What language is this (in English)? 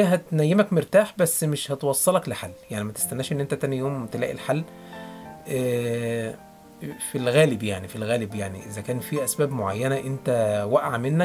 Egyptian Arabic